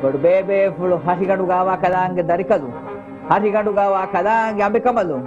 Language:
Divehi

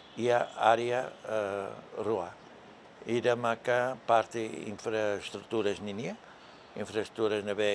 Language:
Tetum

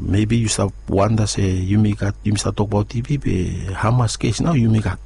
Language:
Bislama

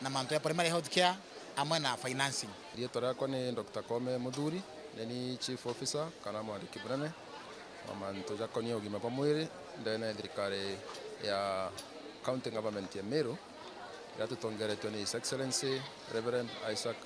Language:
Meru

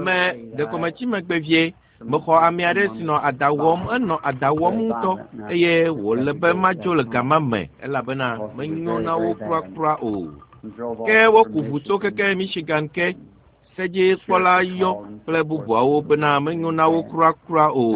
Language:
Ewe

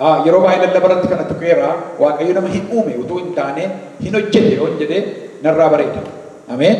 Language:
Oromo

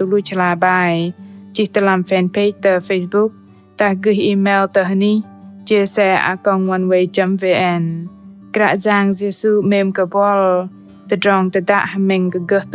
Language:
Bahnar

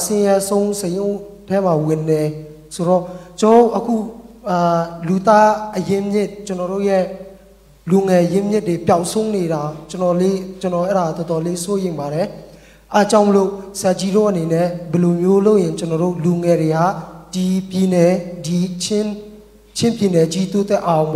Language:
Burmese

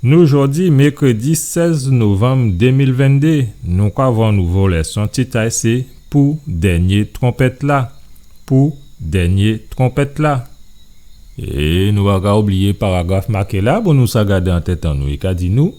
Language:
Guadeloupean Creole French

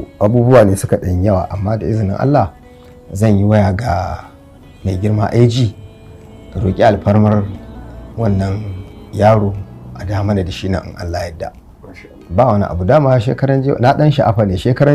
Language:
Hausa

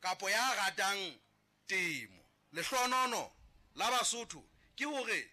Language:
Southern Sotho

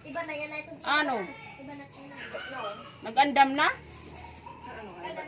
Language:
Waray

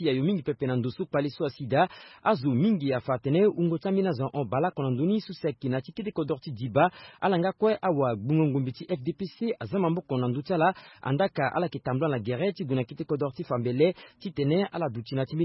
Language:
Sango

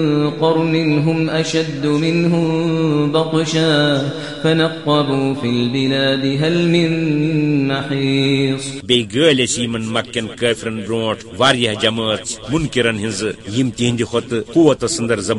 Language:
Kashmiri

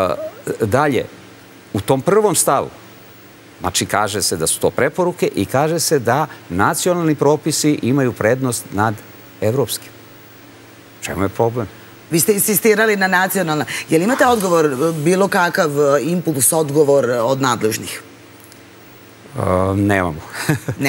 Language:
Serbian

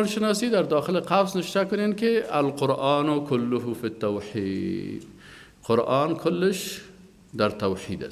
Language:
Persian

